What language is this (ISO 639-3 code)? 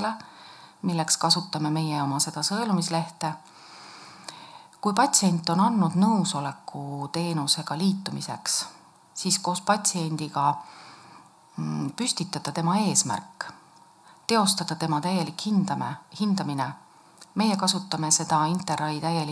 est